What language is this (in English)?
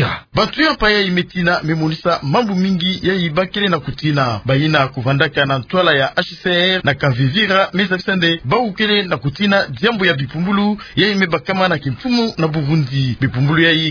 Kituba (Democratic Republic of Congo)